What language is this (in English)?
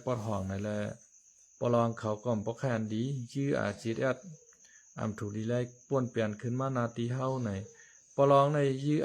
Shan